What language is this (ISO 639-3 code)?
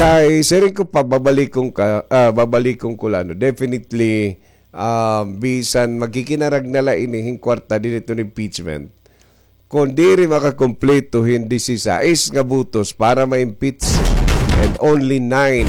war